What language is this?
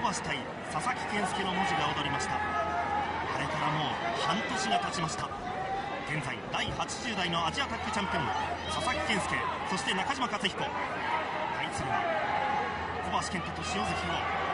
Japanese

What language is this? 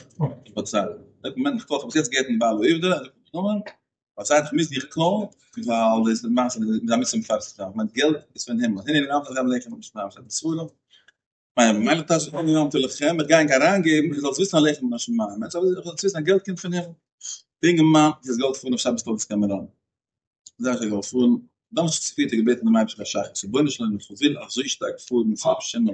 Yiddish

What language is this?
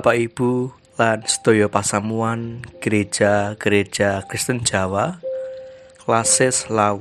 Javanese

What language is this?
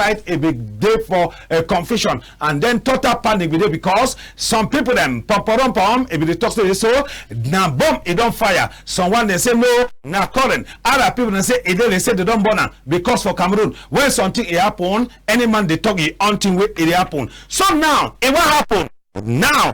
Cameroon Pidgin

